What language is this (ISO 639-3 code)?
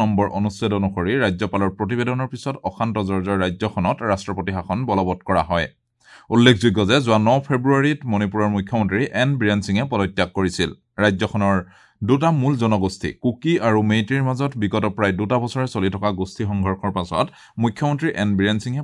asm